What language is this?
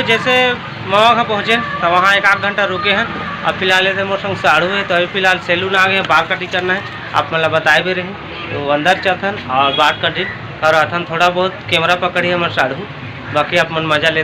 Chhattisgarhi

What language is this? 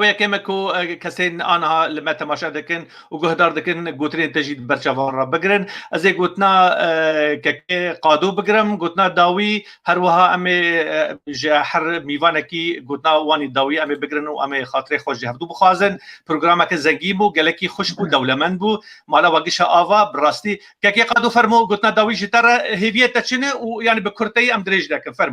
Kurdish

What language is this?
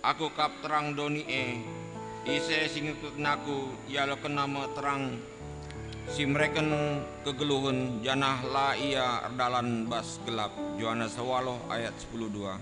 Batak Karo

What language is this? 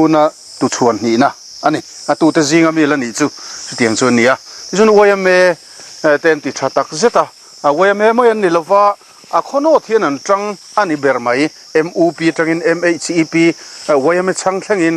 Mizo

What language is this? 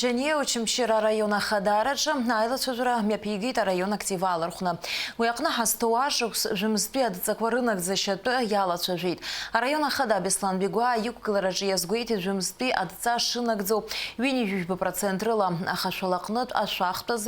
Abkhazian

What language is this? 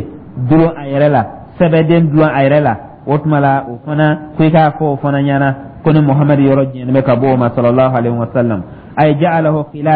Dyula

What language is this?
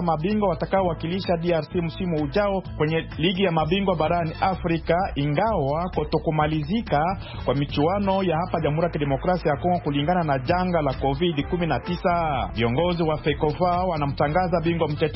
Swahili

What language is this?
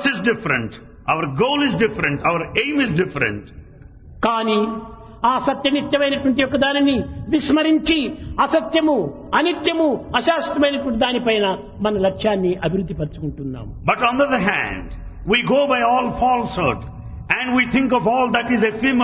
Telugu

